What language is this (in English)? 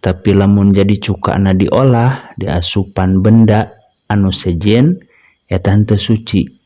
Sundanese